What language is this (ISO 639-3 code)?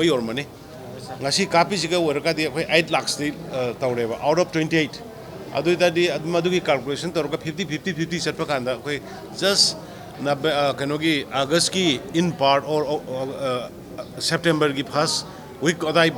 mni